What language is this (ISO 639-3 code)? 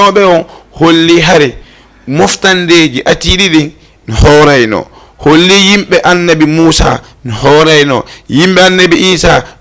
ful